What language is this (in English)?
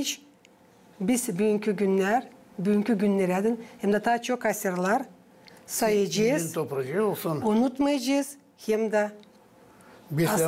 Gagauz